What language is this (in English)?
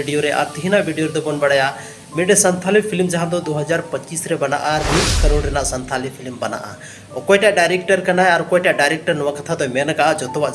Santali